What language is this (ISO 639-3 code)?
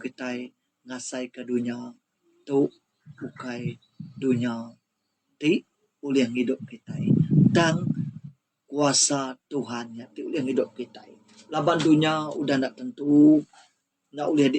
iba